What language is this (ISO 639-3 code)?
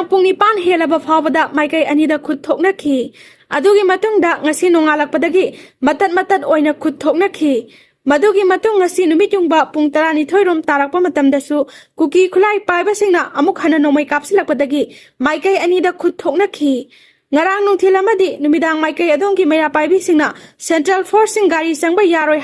mni